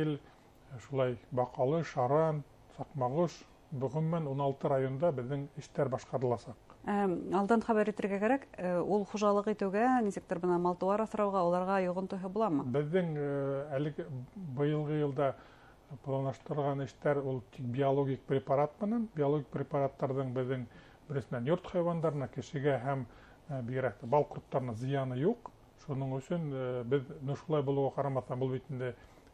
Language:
Bashkir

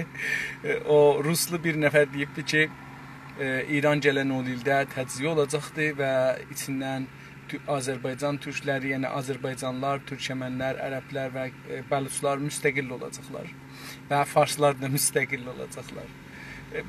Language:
South Azerbaijani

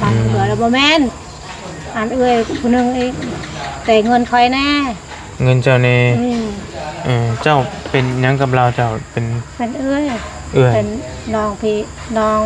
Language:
Northeastern Thai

